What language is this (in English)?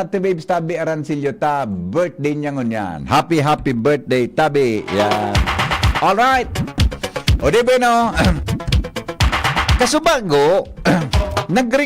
Bikol